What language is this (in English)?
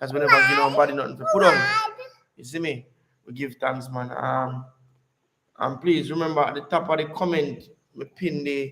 Jamaican Creole English